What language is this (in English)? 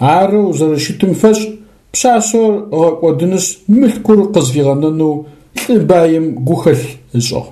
Adyghe